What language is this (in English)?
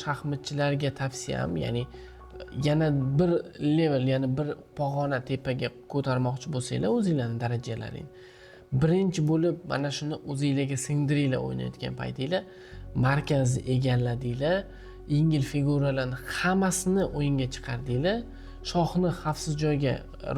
Uzbek